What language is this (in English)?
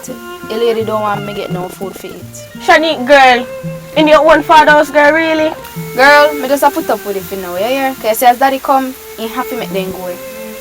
Jamaican Creole English